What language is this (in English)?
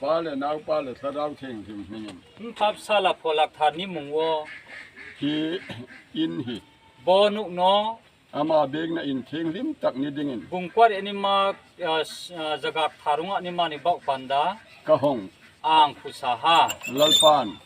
Hmar